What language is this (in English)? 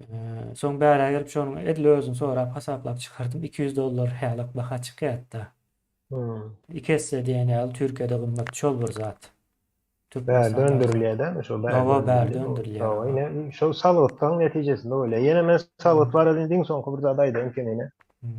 Turkmen